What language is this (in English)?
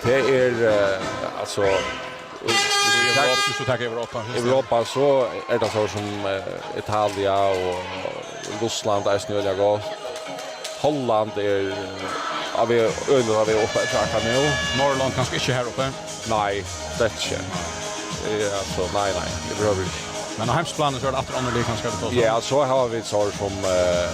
Faroese